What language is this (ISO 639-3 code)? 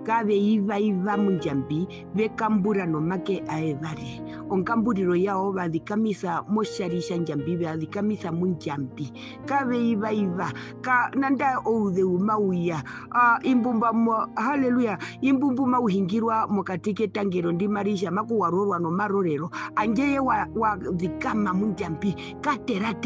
her